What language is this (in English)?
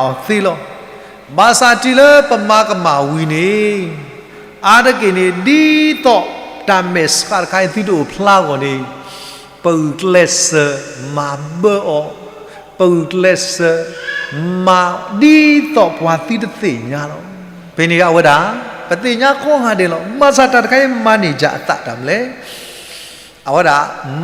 S'gaw Karen